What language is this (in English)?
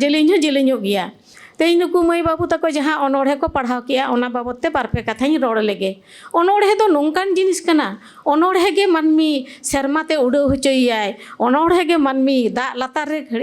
Santali